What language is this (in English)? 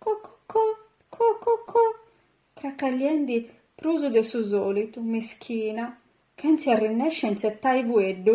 Sardinian